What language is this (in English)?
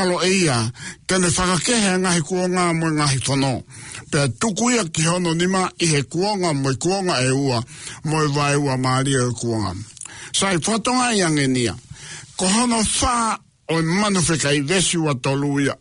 Tongan